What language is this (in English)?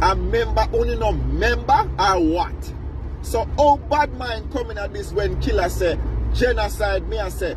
Jamaican Creole English